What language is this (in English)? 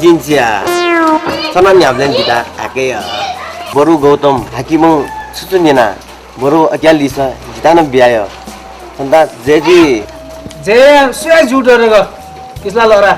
Newari